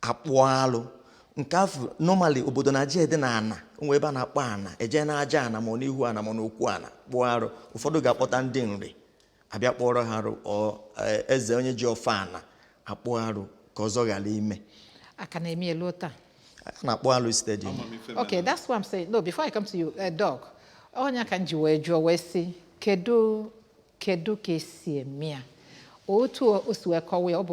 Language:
Igbo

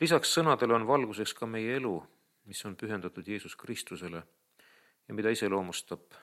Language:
Estonian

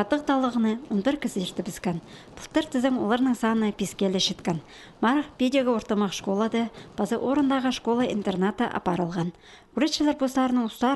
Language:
Khakas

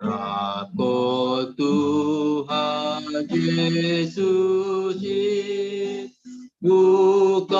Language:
Batak Simalungun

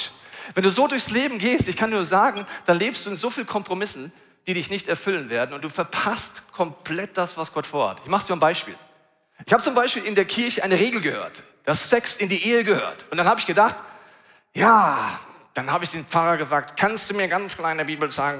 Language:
Swiss German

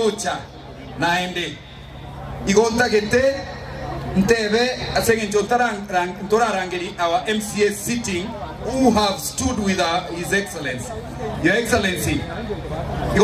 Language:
Gusii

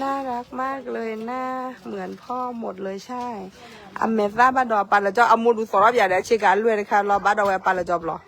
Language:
S'gaw Karen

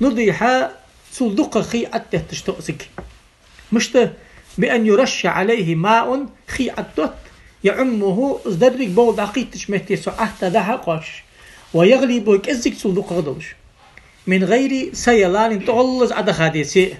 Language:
Ingush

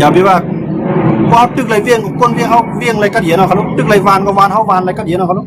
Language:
Shan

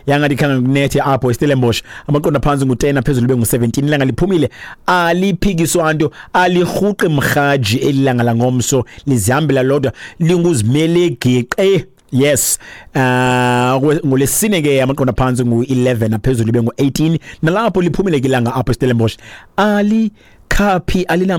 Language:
Xhosa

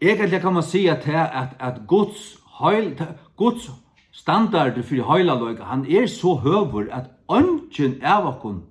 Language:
Faroese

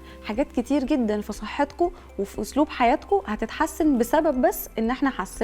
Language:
Egyptian Arabic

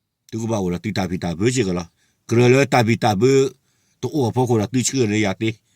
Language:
S'gaw Karen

